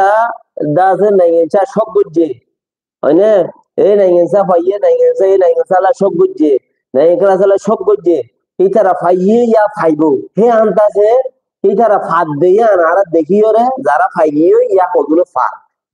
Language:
Rohingya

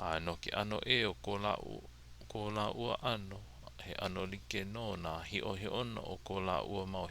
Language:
Hawaiian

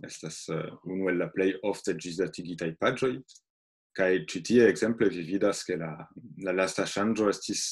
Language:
Esperanto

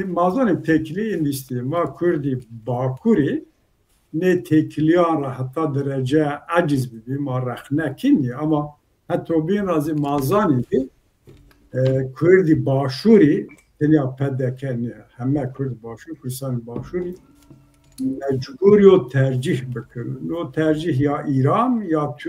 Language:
Zaza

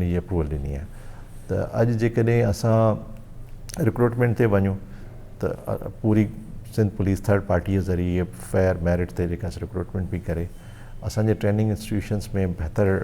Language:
Sindhi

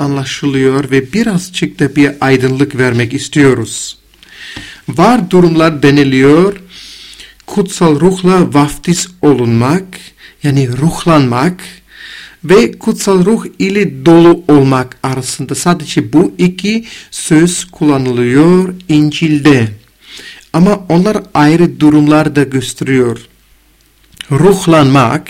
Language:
Turkish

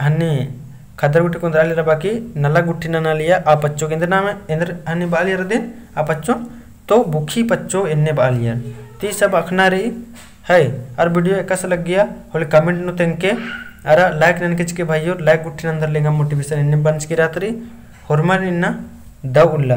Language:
Kurukh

